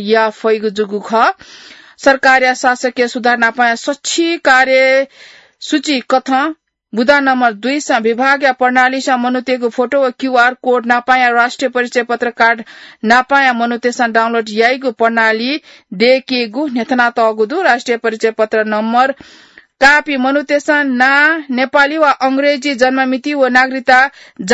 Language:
Newari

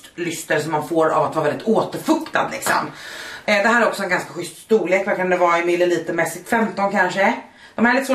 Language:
Swedish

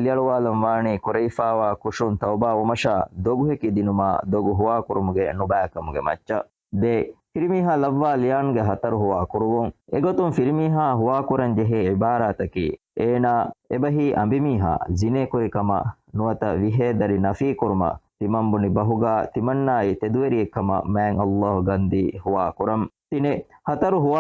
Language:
Divehi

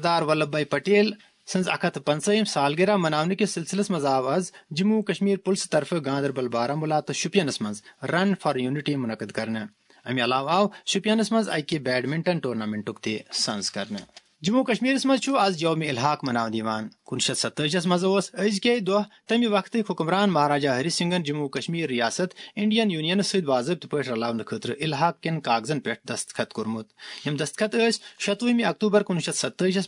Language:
Kashmiri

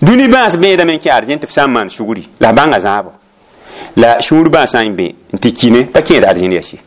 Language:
Mossi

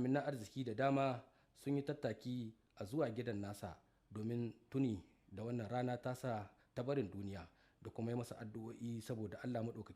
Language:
Hausa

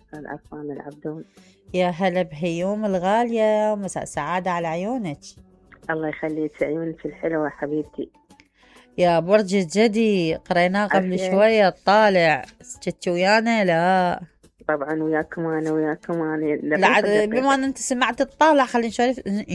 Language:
Mesopotamian Arabic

